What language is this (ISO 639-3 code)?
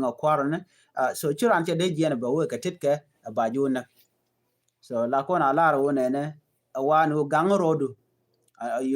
nus